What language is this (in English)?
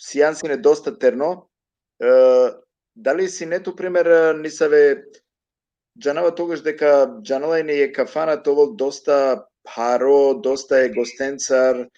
Balkan Romani